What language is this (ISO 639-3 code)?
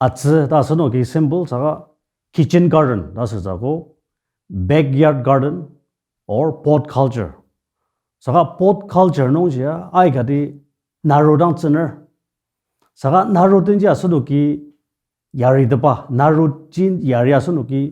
njo